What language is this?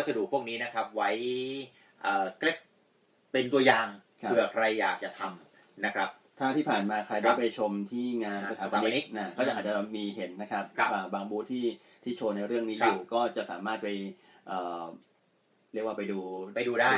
Thai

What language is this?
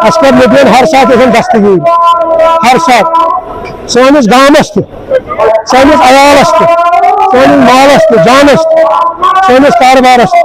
Kashmiri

